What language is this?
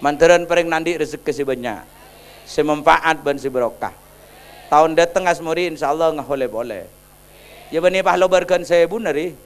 Madurese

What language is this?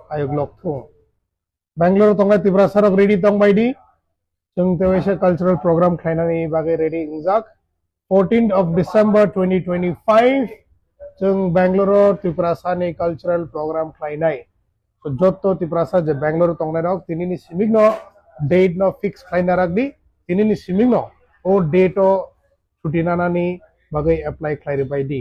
Kok Borok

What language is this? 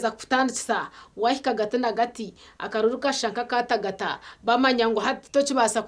Nyankole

